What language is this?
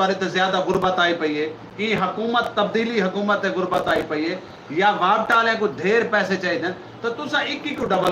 Saraiki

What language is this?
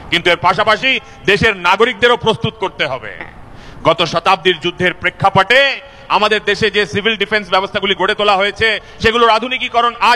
Bangla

